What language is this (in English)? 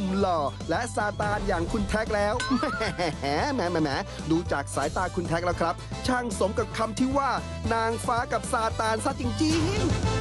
Thai